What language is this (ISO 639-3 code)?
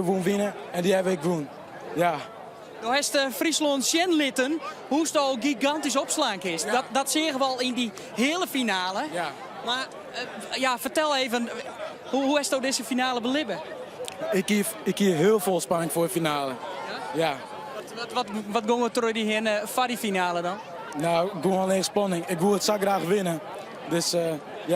fry